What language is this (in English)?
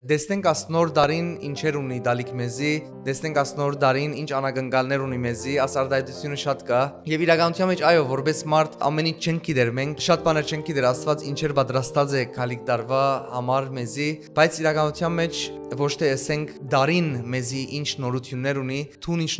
Western Armenian